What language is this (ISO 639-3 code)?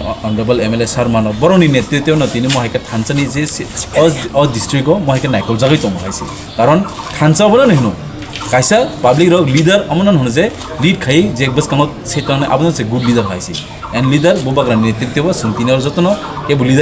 trp